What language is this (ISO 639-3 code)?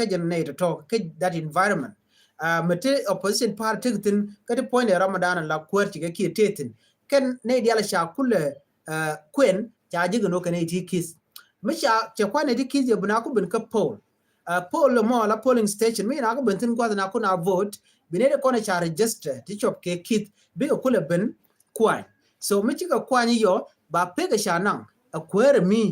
nus